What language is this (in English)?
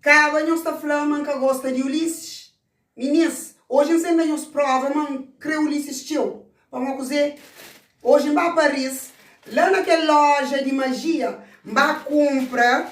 Kabuverdianu